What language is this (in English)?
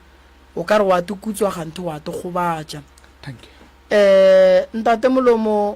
Northern Sotho